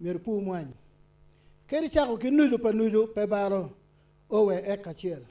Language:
Acoli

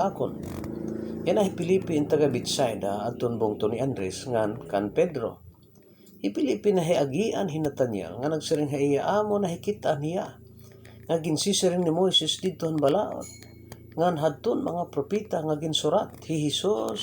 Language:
Waray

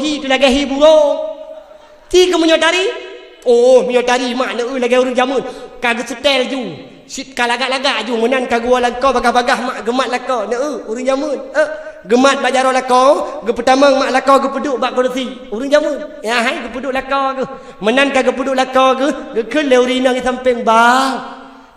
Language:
Achinese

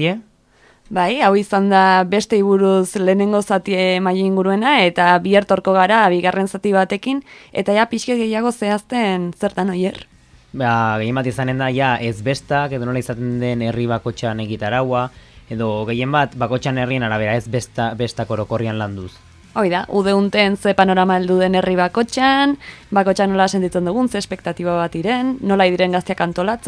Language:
Basque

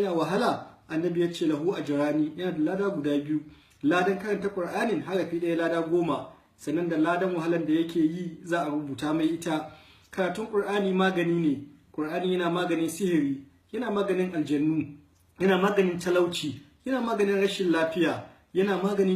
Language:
Hausa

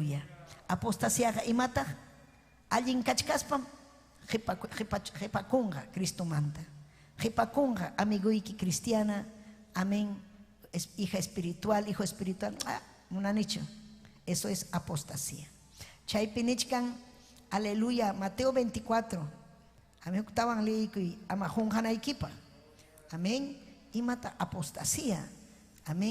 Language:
Ayacucho Quechua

